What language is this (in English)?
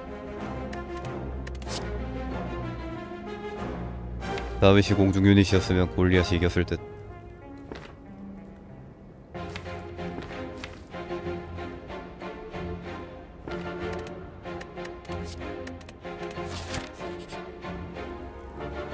Korean